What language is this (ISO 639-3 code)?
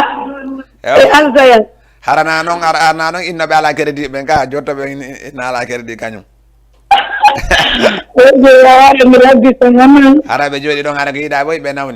ful